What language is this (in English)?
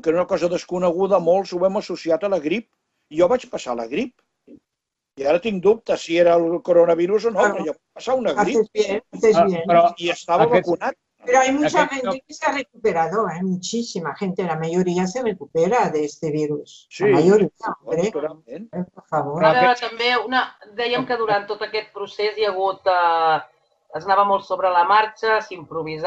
Catalan